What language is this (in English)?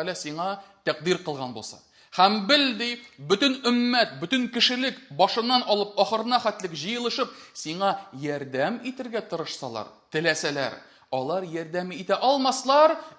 Tatar